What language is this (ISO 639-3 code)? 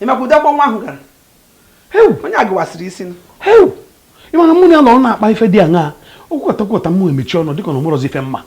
ibo